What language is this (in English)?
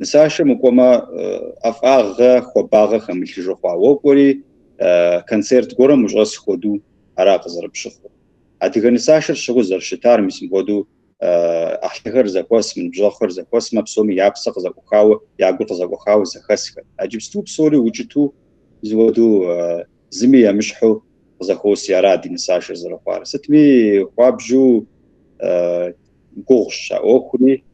Kabardian